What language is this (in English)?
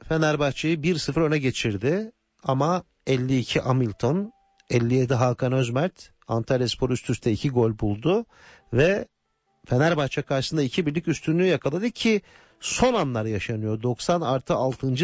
Turkish